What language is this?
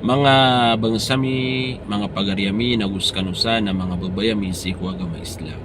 Maranao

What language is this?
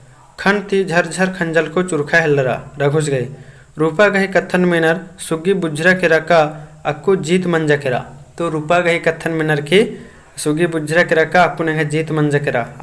Kurukh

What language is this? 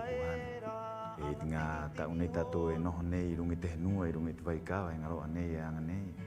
Rapanui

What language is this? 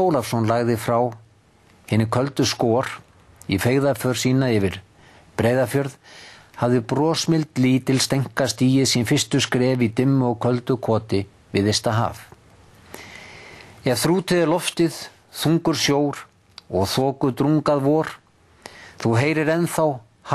Icelandic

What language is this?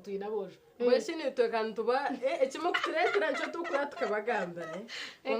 Nyankole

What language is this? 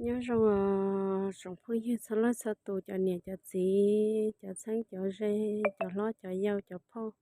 Hmong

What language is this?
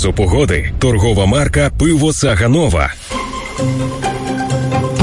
Ukrainian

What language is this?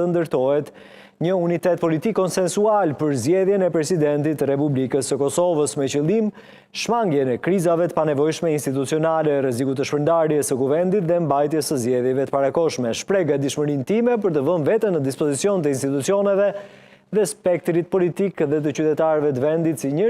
Albanian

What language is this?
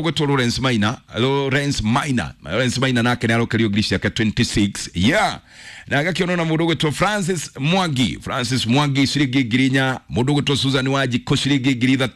Kikuyu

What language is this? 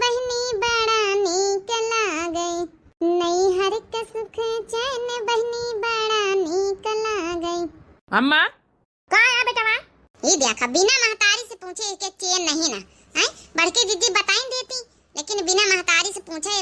Awadhi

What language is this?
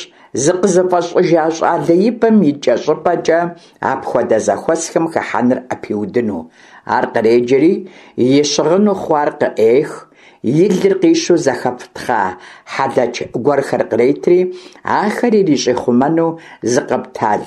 Kabardian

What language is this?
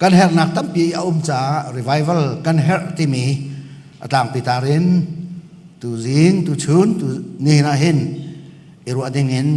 Hakha Chin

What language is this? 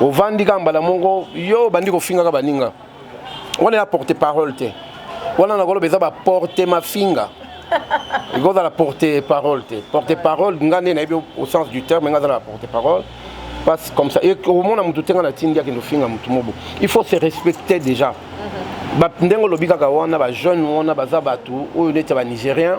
Lingala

